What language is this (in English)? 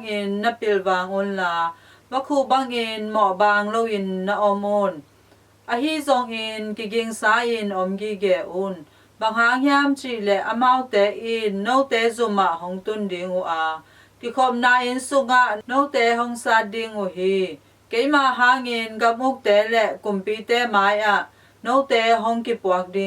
Tedim Chin